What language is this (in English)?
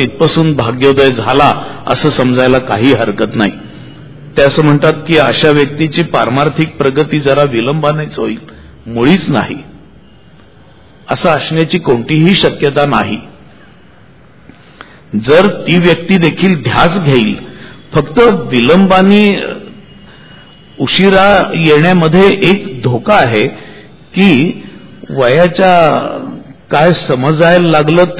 Marathi